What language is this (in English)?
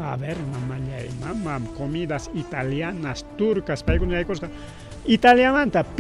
Ayacucho Quechua